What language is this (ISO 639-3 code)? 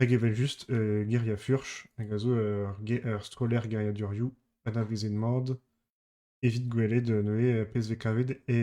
bre